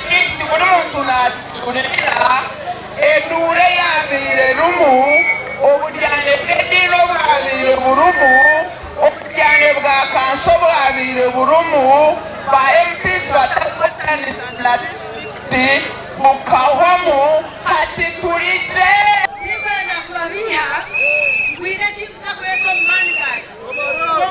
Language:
Nyankole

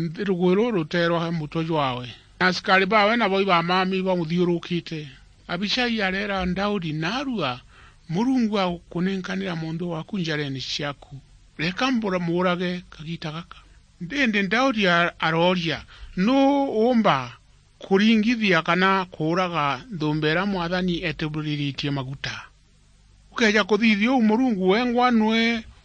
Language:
Meru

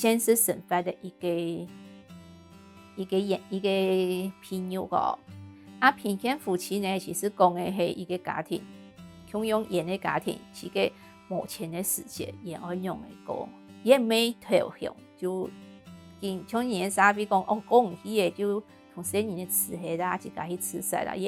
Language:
Hakka Chinese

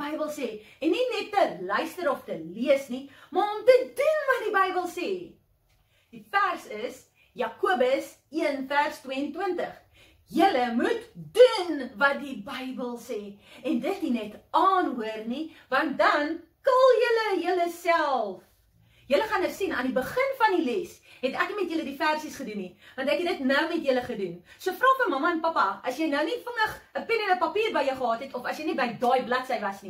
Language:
Afrikaans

